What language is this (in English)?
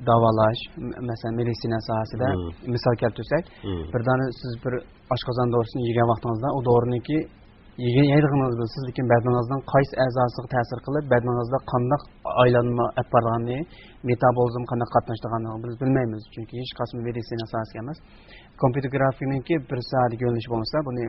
Uyghur